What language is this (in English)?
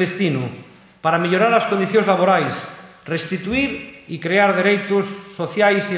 Galician